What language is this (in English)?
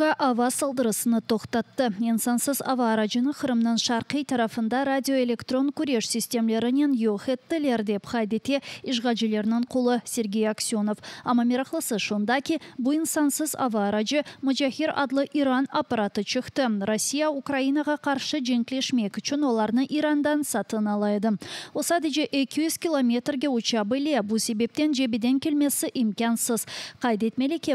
Crimean Tatar